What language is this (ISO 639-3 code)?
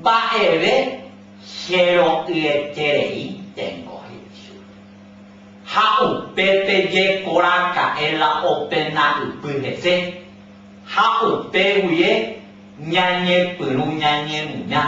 grn